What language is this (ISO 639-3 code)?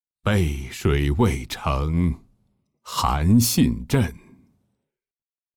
zho